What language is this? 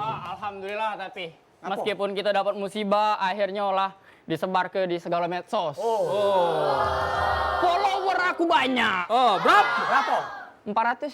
Musi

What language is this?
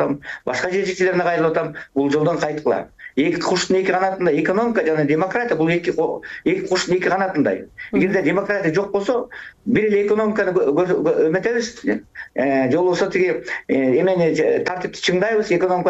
Kyrgyz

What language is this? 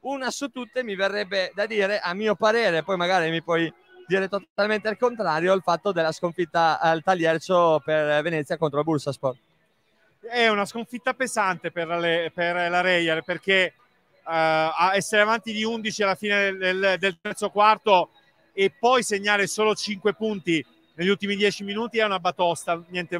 Italian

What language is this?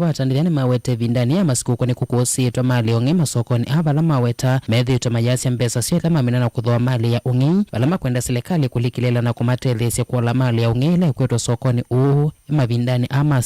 Kamba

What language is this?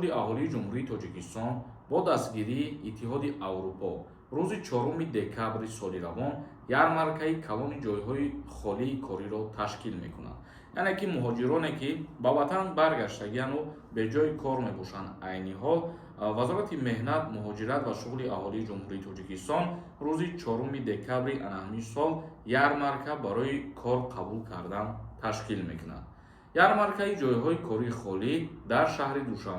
Tajik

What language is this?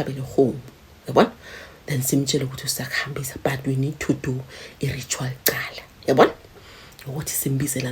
Zulu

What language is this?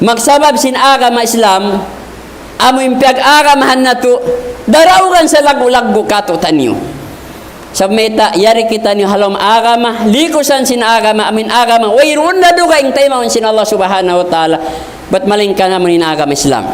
Tausug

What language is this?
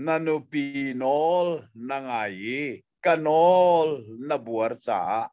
Hakha Chin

